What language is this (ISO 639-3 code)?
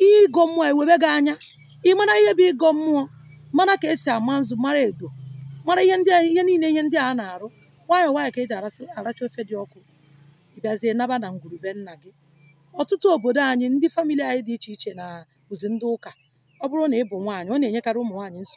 ibo